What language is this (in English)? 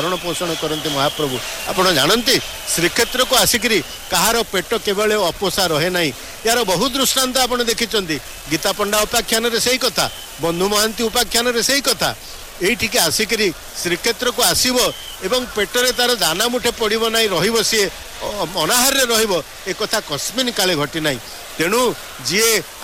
Odia